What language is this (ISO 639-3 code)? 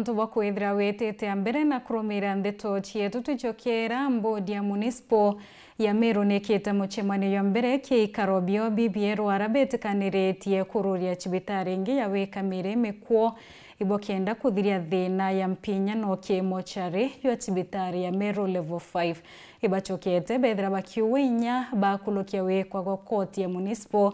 mer